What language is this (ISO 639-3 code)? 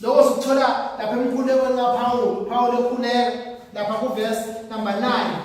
zul